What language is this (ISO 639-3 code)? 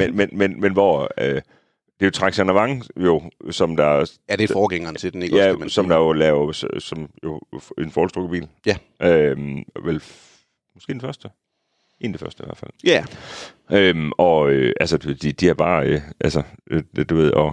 dan